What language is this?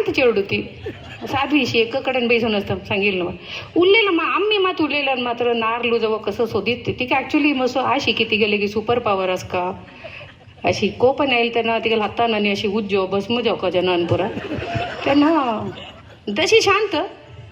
Konkani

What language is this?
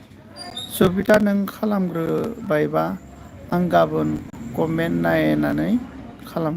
Bodo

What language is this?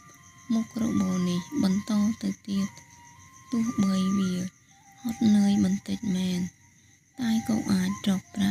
Khmer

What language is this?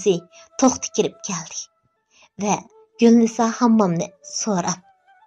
Uyghur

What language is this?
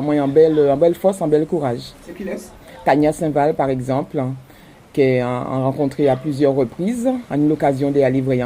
Guadeloupean Creole French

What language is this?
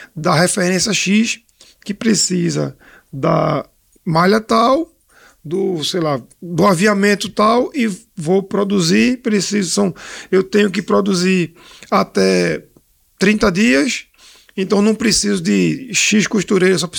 Portuguese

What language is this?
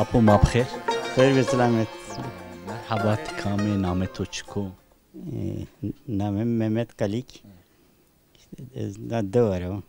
Zaza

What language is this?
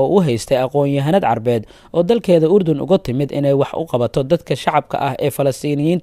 Somali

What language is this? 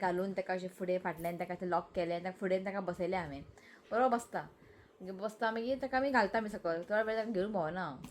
Konkani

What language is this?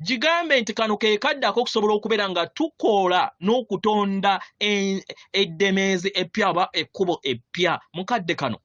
Ganda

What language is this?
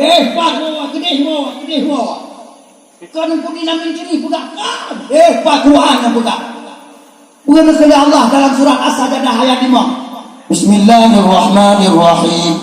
Achinese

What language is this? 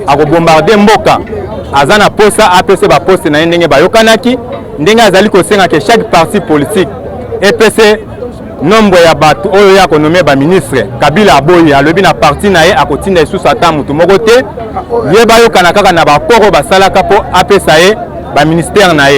Lingala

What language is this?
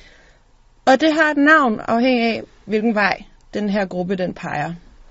Danish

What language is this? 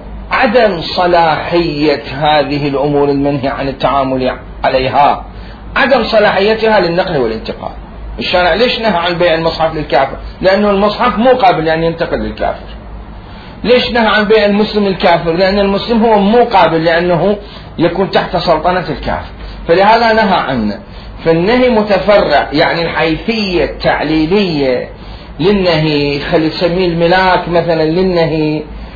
Mesopotamian Arabic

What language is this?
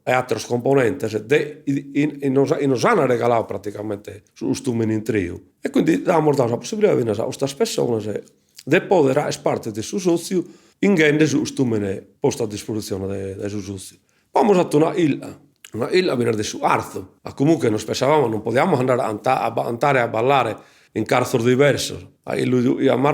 Sardinian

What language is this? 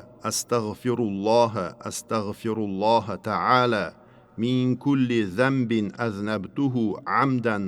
Uzbek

